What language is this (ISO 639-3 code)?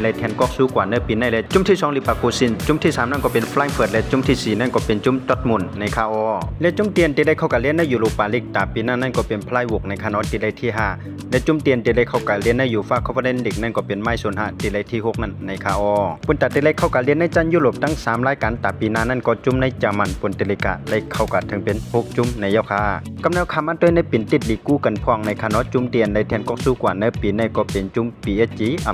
shn